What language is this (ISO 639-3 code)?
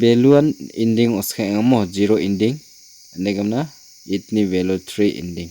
grt